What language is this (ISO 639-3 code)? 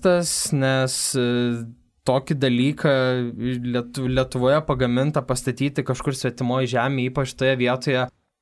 lit